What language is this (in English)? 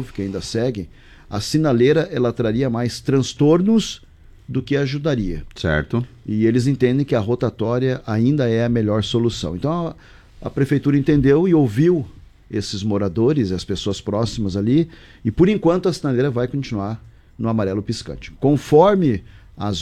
Portuguese